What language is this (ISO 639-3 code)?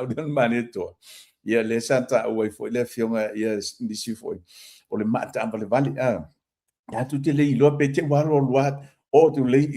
smo